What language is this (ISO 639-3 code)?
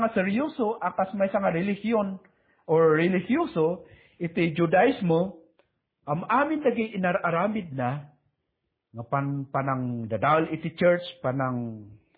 ilo